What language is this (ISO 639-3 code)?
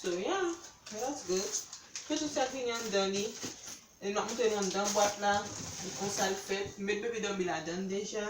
hat